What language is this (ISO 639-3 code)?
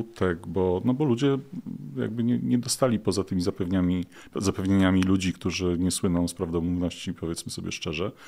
pol